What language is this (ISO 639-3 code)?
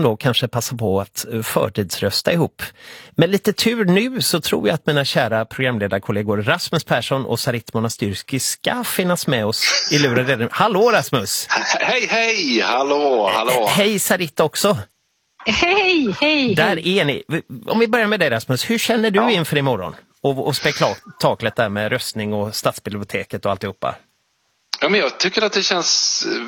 swe